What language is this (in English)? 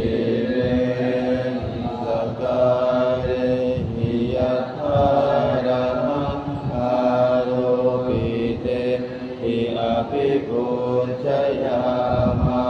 Pali